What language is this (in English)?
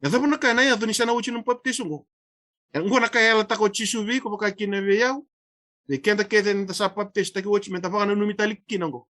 Fijian